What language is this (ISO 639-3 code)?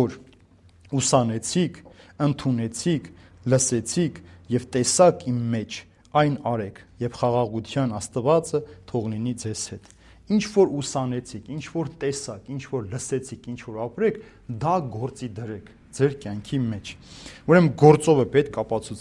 hye